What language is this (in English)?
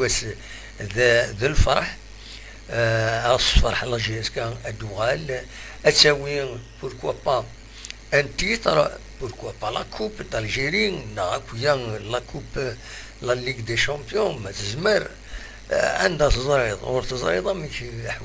Kabyle